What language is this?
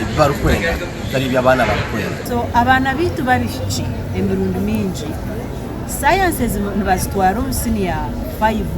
Nyankole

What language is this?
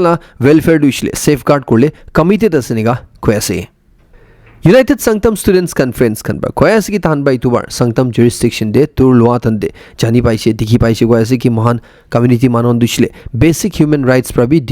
Naga Pidgin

